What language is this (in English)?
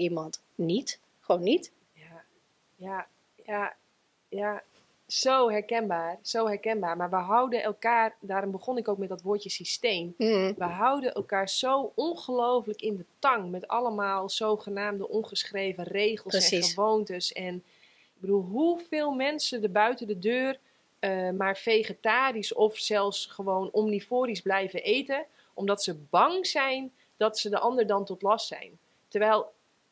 Dutch